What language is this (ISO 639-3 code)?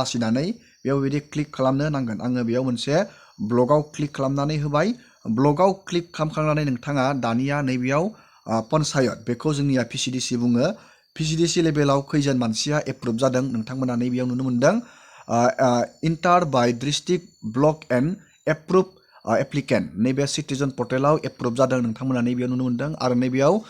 brx